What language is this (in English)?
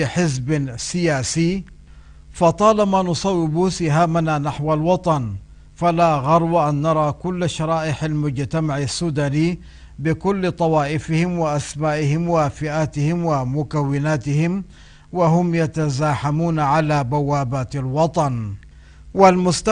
Arabic